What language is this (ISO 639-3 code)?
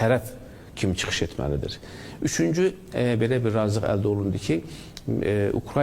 aze